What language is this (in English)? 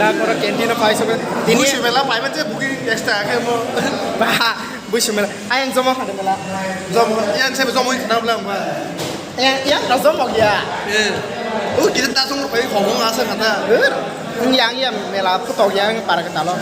Kok Borok